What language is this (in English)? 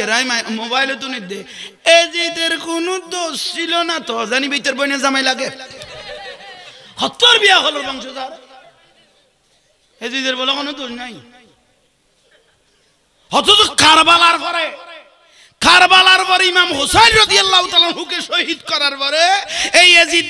Bangla